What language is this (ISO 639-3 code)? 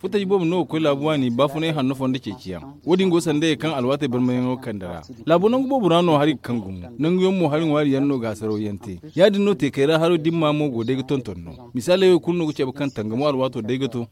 dje